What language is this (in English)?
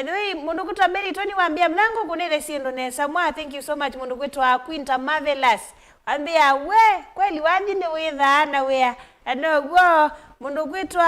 Kamba